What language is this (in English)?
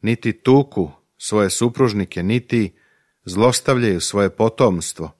Serbian